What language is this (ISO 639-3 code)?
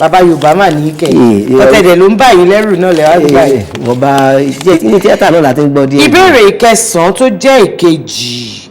yor